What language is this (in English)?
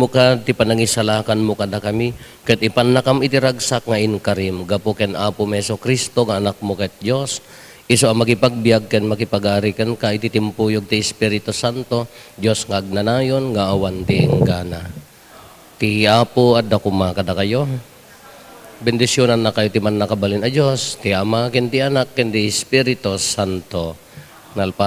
Iloko